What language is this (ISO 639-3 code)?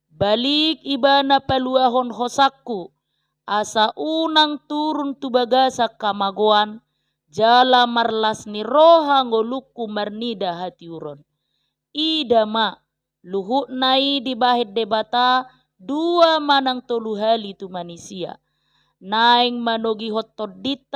bbc